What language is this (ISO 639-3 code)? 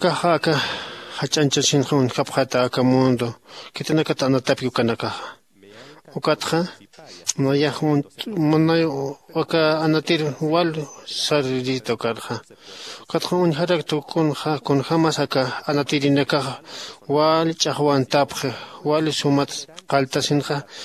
aym